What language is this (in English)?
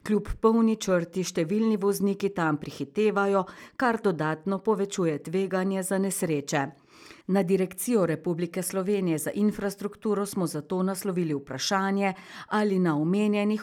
Slovenian